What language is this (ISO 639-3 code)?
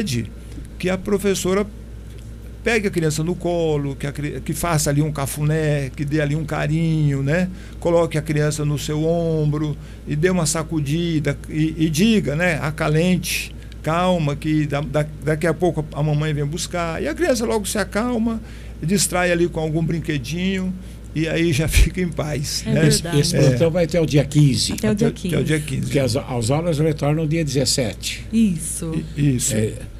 por